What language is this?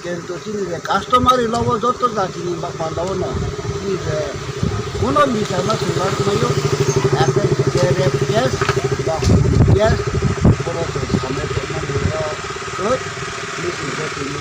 Riang (India)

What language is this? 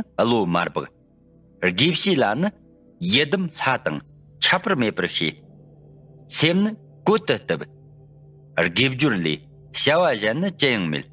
Tibetan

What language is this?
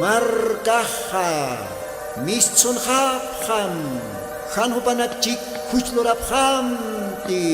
Aymara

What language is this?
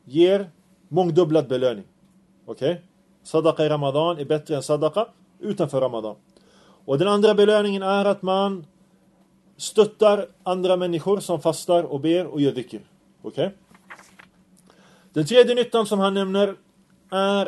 Swedish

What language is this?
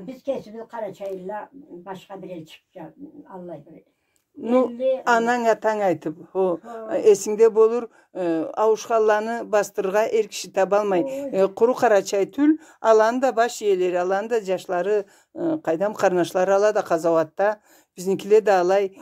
Karachay-Balkar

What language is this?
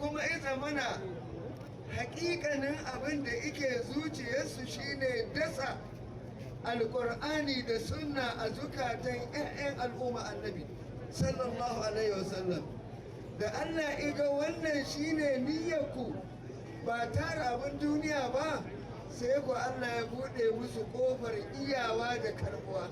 Hausa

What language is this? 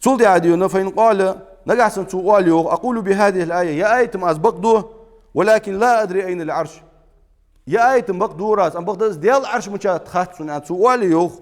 Ingush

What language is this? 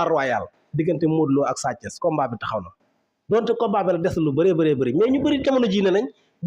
Wolof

